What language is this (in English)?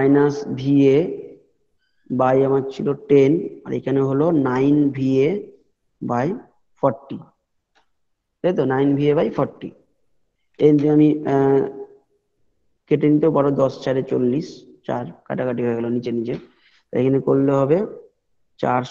Bangla